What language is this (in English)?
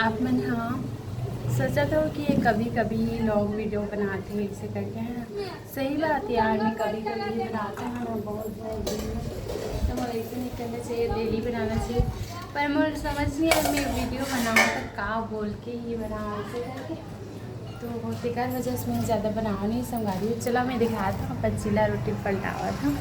Chhattisgarhi